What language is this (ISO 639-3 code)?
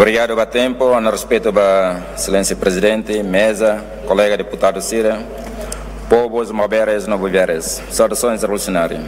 tet